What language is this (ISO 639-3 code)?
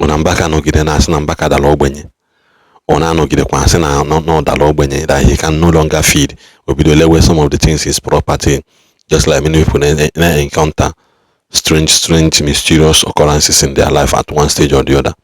ibo